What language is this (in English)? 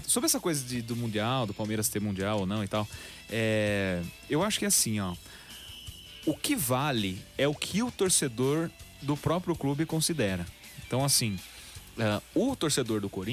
Portuguese